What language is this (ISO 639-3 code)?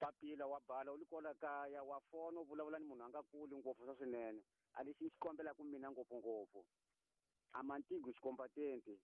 tso